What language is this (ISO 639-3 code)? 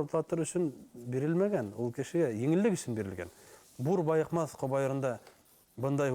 bak